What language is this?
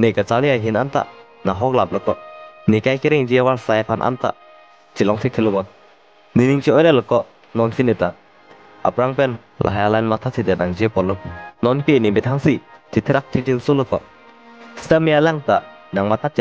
Karbi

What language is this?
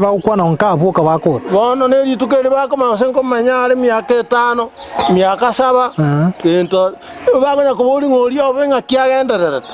Gusii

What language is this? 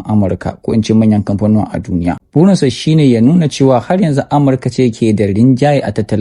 Hausa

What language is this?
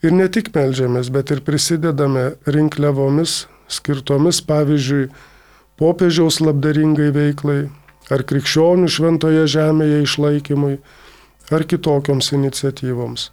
Lithuanian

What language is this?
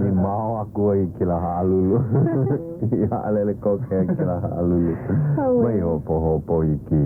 Hawaiian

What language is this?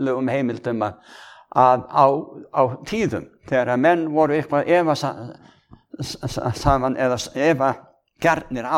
Icelandic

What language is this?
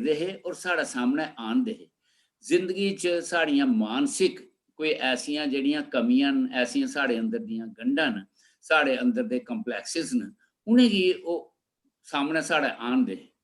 Dogri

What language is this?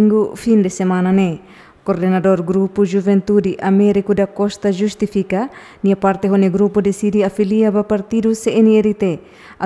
Tetum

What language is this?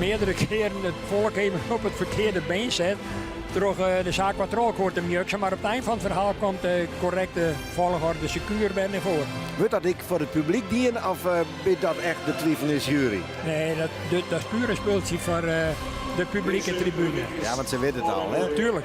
Western Frisian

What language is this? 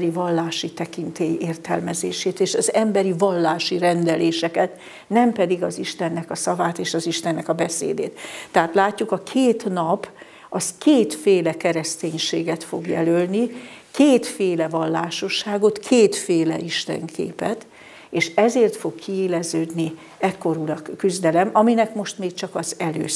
Hungarian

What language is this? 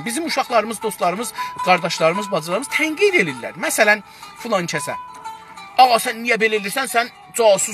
South Azerbaijani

